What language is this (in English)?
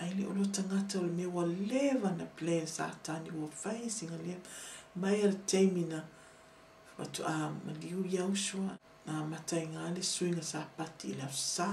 Samoan